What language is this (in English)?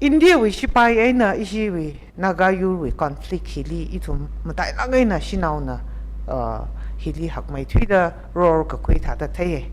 Tangkhul Naga (India)